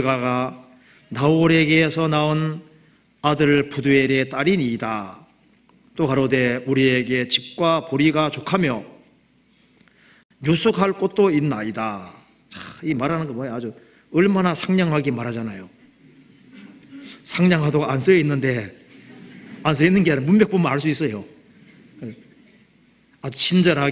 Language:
Korean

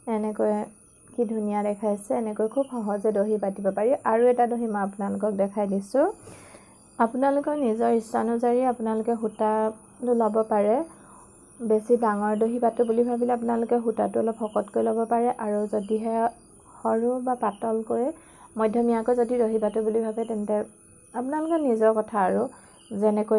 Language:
Assamese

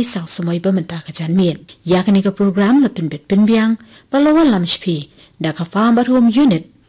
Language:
Khasi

